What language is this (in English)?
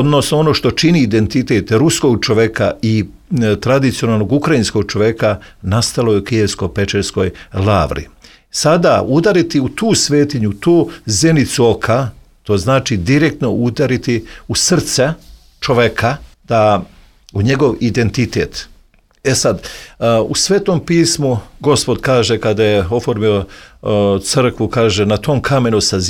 Serbian